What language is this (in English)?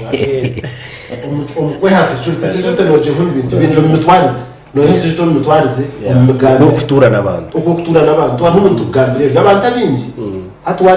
Nyankole